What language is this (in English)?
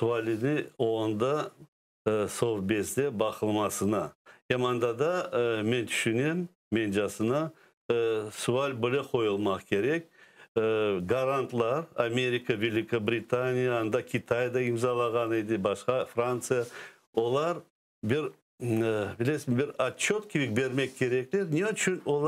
Crimean Tatar